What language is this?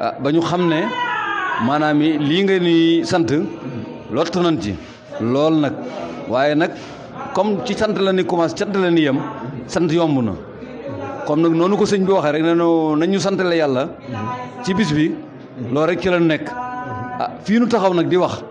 Wolof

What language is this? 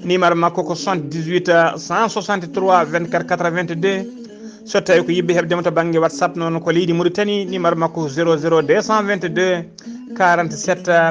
Fula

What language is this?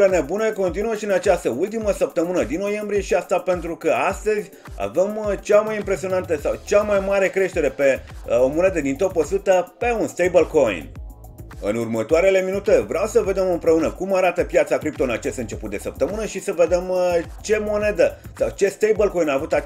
Romanian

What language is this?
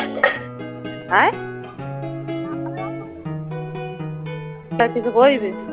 Bangla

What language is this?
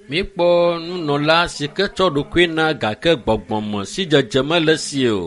Ewe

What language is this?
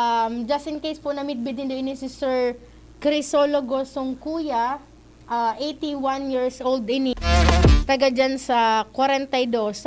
Bikol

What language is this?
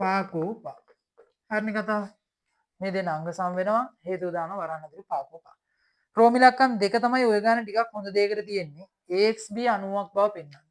Sinhala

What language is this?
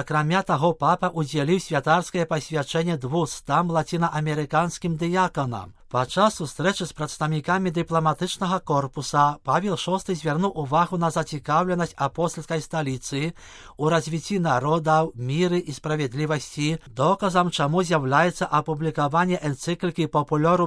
Belarusian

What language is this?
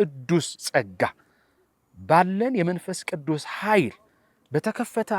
Amharic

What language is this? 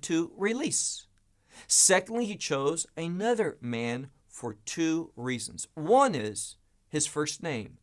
English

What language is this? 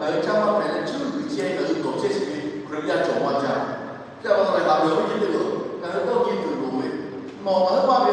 Lahu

